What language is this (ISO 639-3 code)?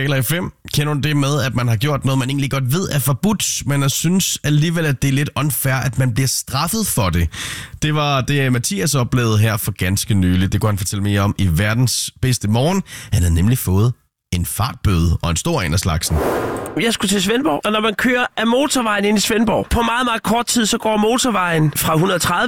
dan